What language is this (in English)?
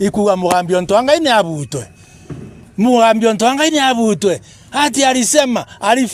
Meru